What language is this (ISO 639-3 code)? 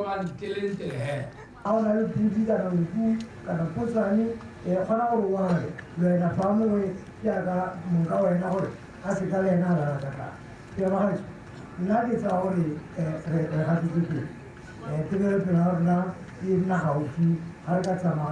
tsn